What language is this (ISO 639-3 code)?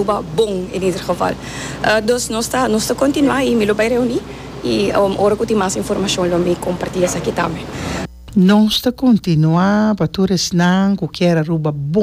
pap